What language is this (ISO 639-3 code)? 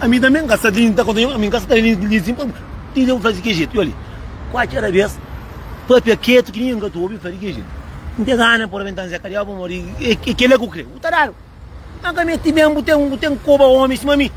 kea